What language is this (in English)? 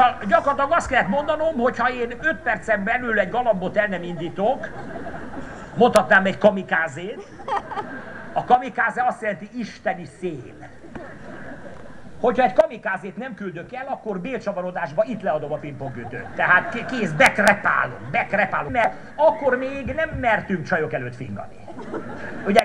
Hungarian